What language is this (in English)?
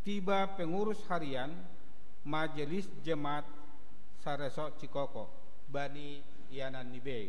Batak Simalungun